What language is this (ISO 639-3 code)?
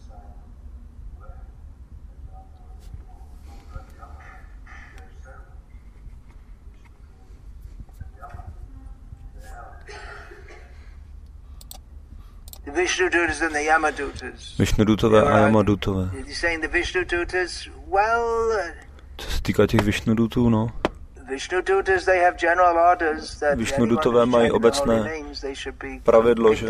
ces